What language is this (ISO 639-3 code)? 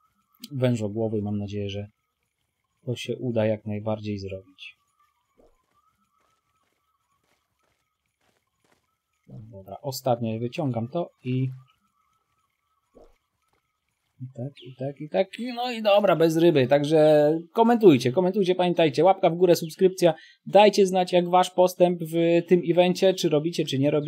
pol